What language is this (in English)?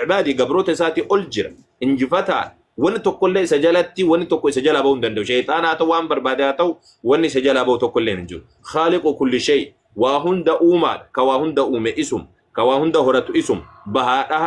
Oromo